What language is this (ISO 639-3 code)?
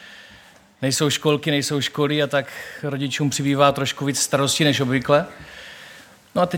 ces